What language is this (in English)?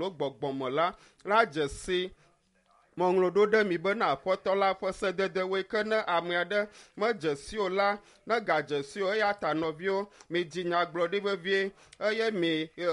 Ewe